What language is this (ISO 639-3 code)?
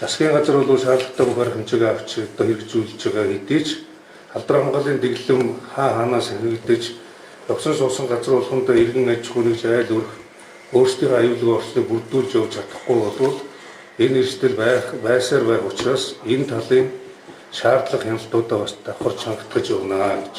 mon